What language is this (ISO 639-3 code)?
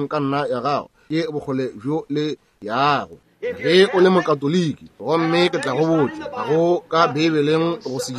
nso